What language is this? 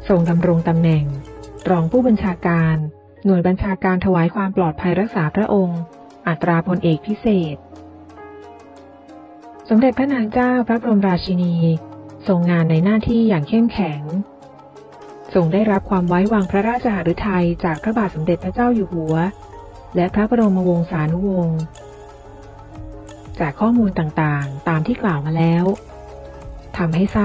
Thai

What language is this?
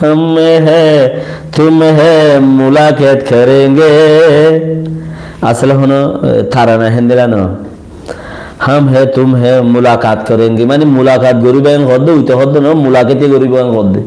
Rohingya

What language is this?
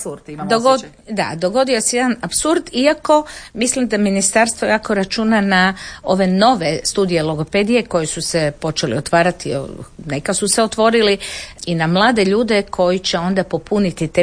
Croatian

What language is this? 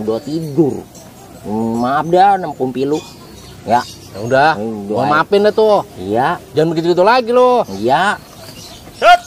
Betawi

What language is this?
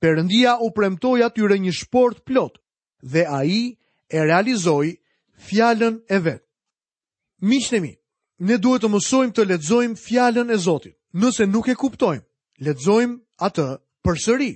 Albanian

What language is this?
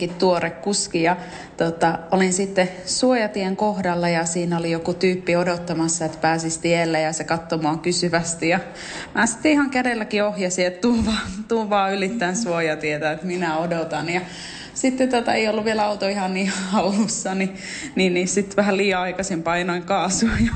Finnish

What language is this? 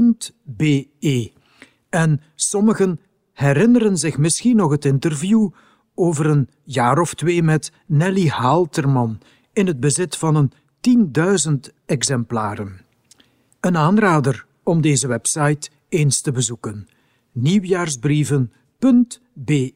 Dutch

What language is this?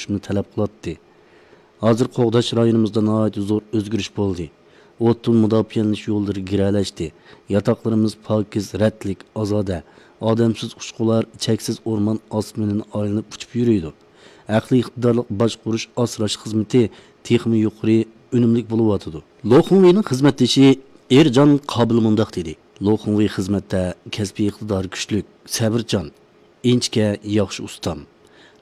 Uyghur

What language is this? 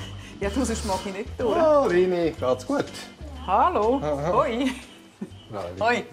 Swiss German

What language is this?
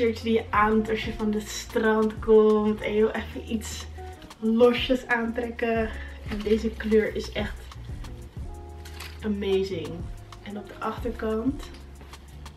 Dutch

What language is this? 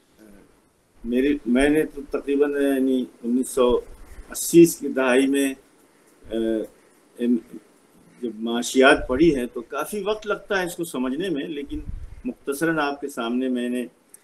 Urdu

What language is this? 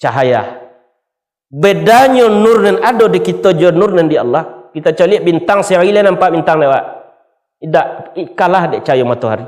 Minangkabau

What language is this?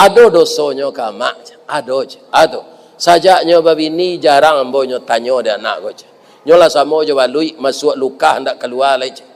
Minangkabau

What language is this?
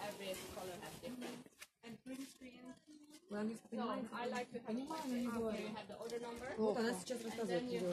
Chuvash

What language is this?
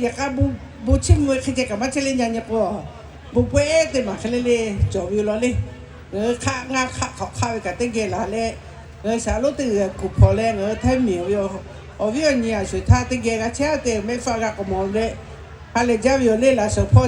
Lahu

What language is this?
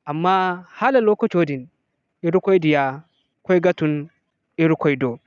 Zarma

